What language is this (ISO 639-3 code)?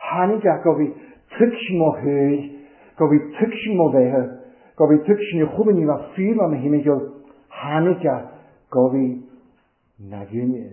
cym